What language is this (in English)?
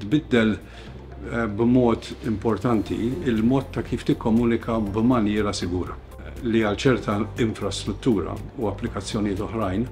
Maltese